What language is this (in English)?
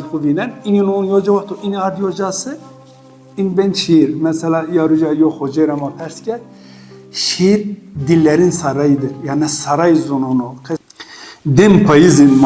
Zaza